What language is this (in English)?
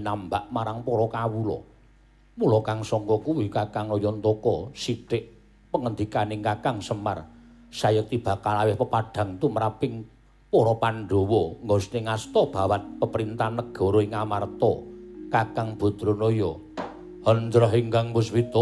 Javanese